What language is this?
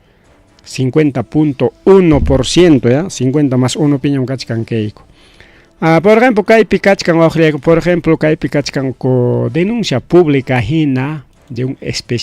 Ayacucho Quechua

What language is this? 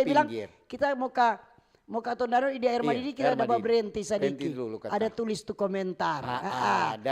Manado Malay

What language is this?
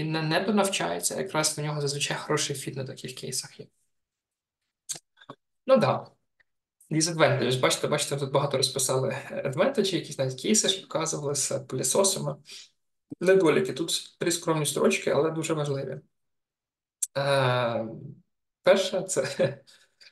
Ukrainian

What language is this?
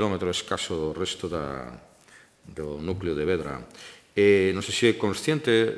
Galician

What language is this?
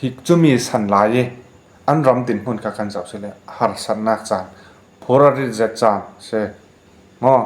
Falam Chin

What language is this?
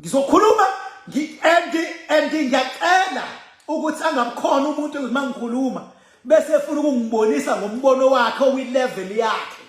Zulu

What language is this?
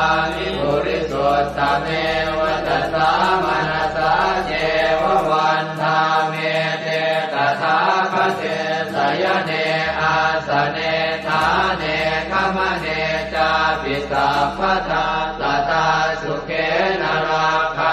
Pali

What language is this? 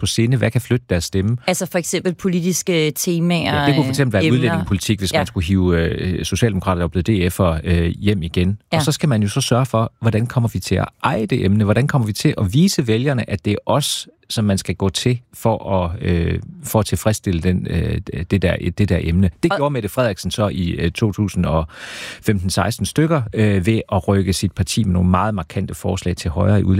Danish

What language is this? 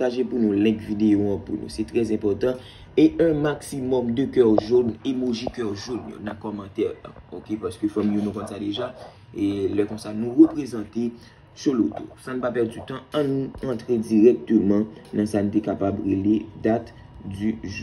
Haitian Creole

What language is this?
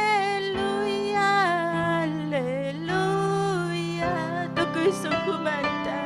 Ayacucho Quechua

